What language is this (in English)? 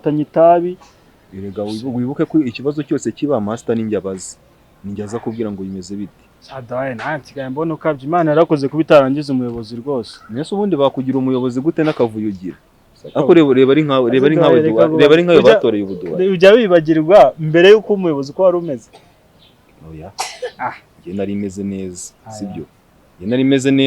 Kinyarwanda